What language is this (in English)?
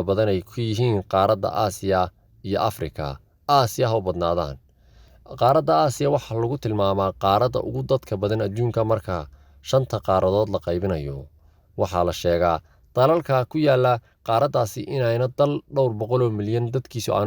Somali